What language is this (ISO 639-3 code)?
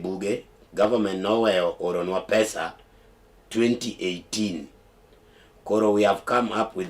luo